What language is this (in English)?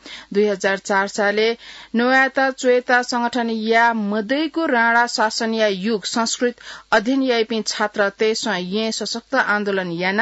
Newari